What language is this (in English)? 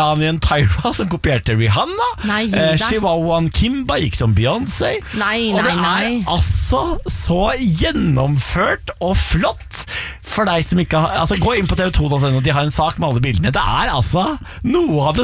Norwegian